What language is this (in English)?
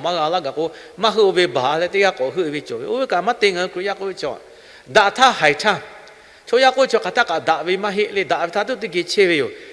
Lahu